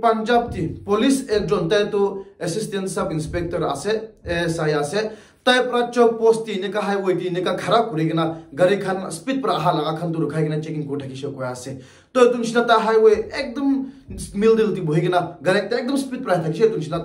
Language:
Naga Pidgin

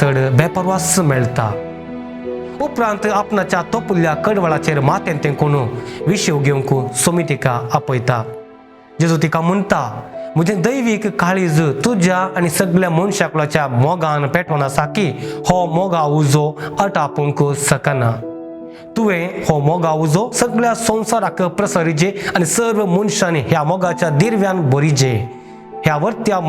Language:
Konkani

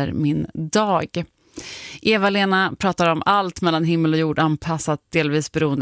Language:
Swedish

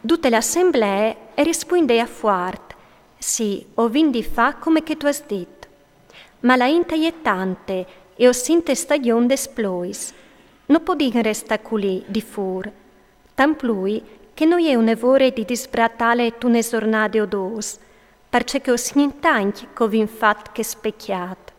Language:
Friulian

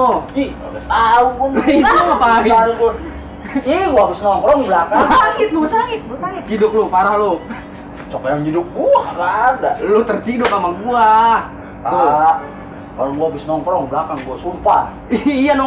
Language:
Betawi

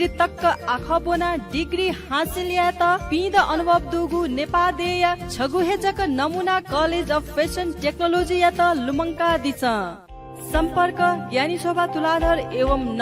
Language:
Newari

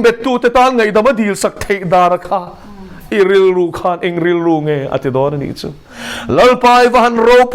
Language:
Mizo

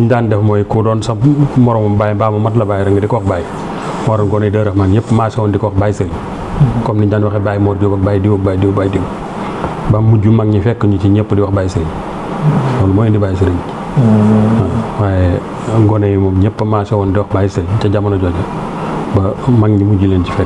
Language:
Wolof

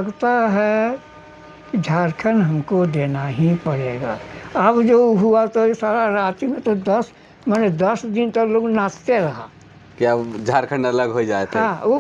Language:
Sadri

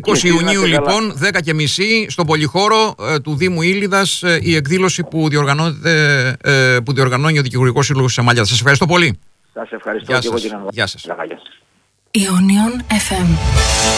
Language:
Greek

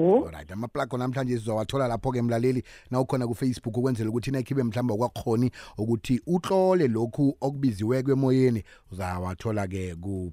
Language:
South Ndebele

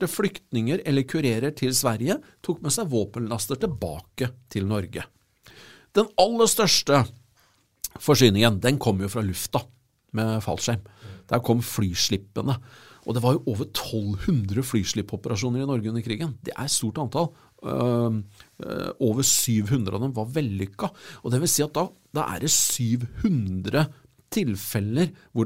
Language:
Norwegian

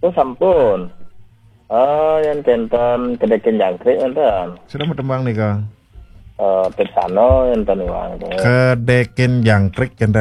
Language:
Balinese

